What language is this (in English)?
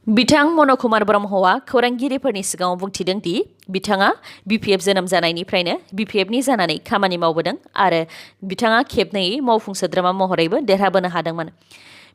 Bodo